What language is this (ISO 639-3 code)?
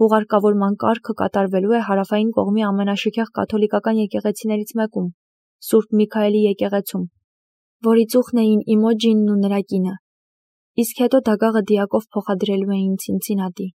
hye